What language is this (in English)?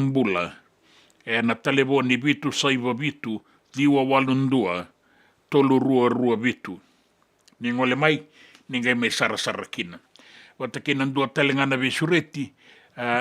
Fijian